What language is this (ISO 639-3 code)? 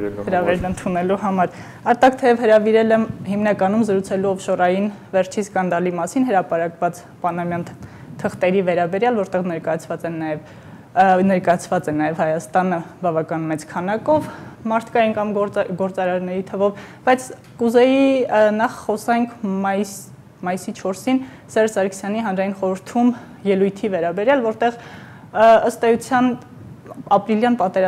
hye